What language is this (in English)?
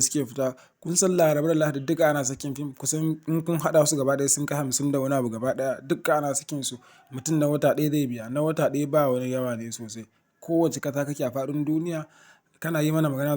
Hausa